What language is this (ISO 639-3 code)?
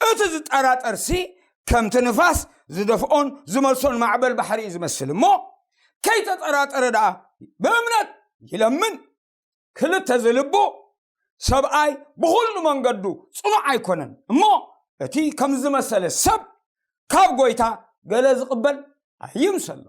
tir